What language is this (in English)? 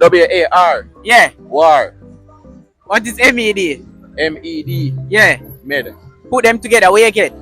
Jamaican Creole English